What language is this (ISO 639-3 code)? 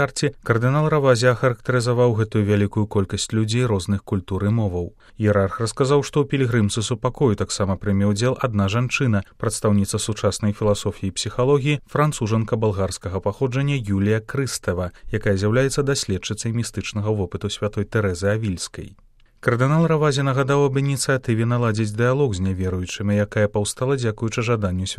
bel